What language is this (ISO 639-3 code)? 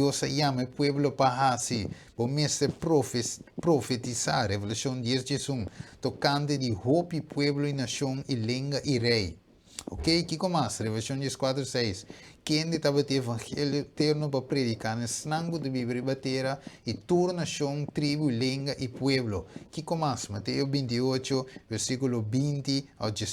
pap